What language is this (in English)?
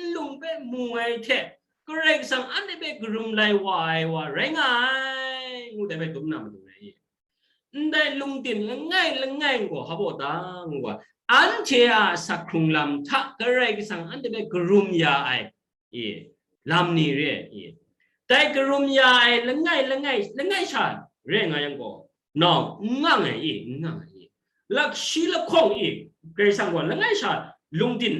Kachin